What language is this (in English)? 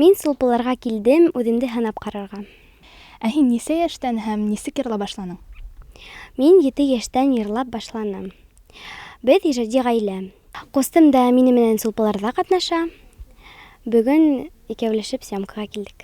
Bashkir